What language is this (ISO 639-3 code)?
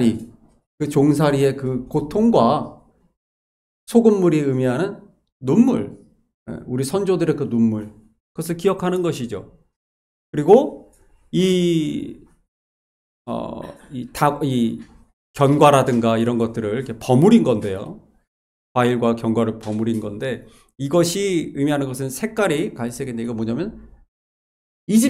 kor